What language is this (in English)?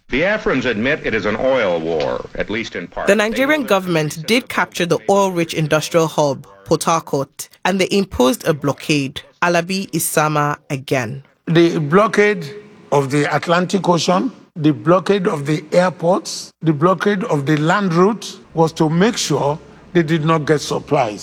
English